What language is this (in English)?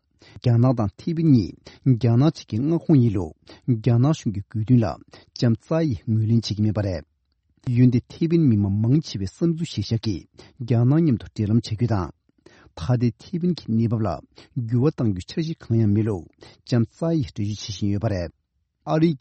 Tibetan